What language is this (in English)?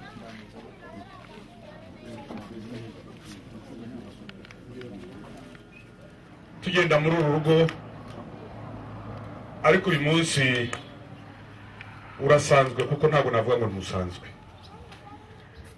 Kinyarwanda